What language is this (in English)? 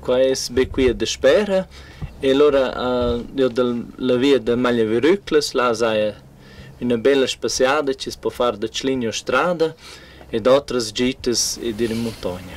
Romansh